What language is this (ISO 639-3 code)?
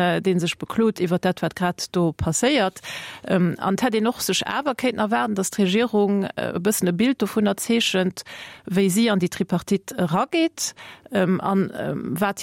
ltz